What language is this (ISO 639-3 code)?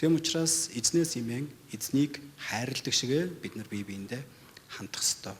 mon